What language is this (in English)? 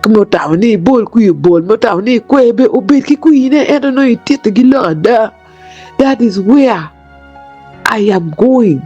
Acoli